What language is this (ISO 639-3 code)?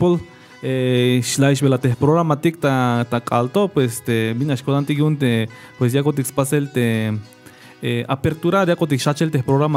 tzh